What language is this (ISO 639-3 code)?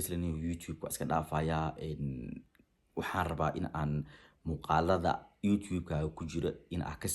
som